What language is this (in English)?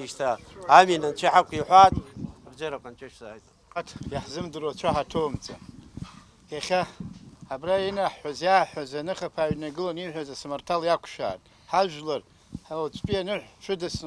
Abkhazian